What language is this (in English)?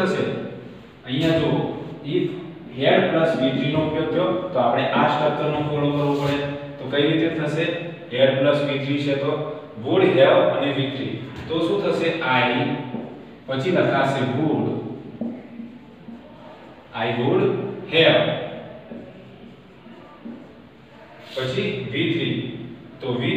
Gujarati